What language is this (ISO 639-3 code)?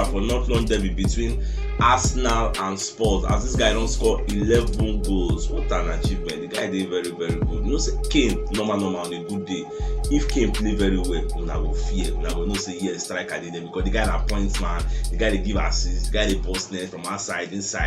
pcm